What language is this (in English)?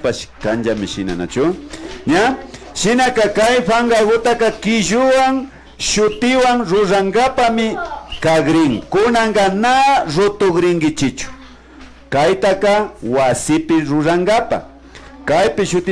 Imbabura Highland Quichua